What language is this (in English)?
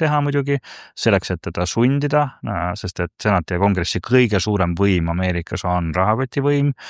Estonian